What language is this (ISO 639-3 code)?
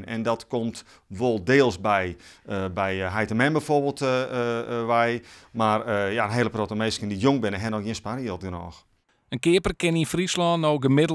fry